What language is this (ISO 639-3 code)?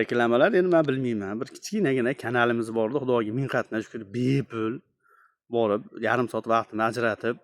uzb